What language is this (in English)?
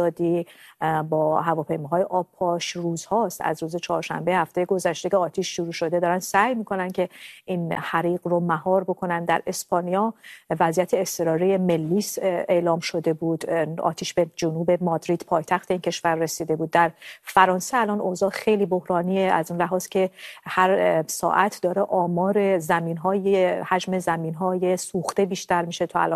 Persian